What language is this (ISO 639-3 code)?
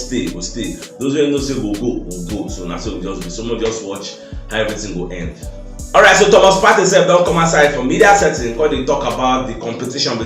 pcm